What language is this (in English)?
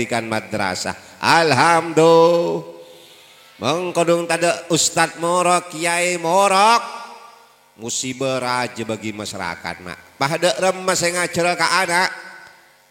Madurese